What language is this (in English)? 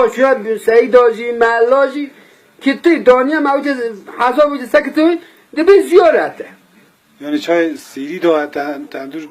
Kurdish